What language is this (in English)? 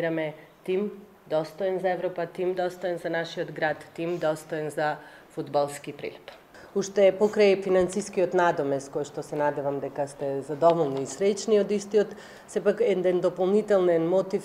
Macedonian